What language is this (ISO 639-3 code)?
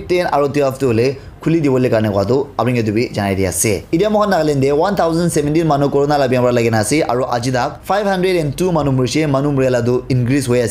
nag